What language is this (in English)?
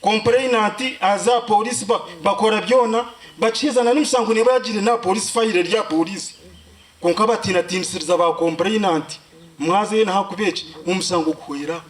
Nyankole